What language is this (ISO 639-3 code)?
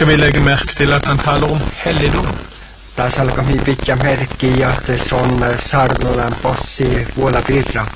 nor